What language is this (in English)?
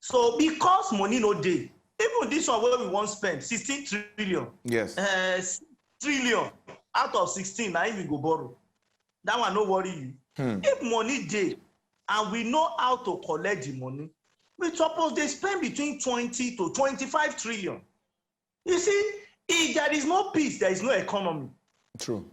Nigerian Pidgin